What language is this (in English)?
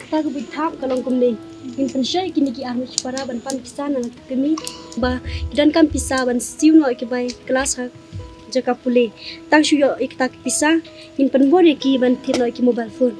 Khasi